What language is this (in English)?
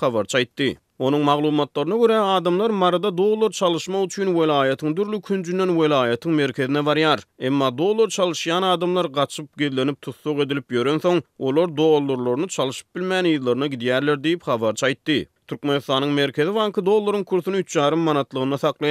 Turkmen